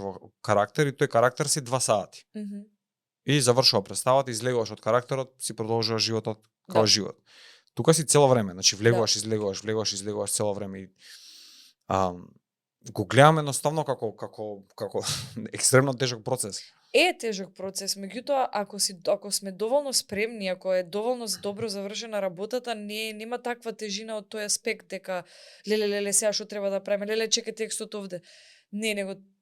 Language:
Macedonian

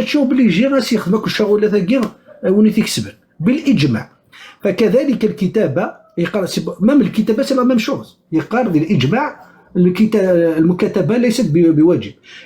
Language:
Kabyle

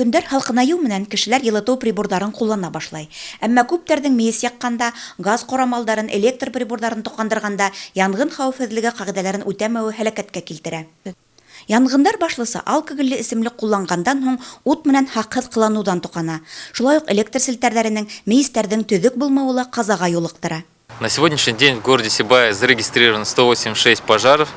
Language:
Bashkir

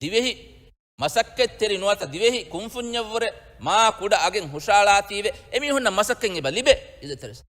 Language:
Divehi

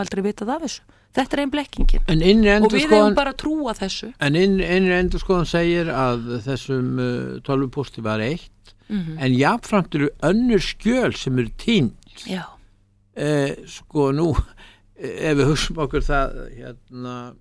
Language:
Icelandic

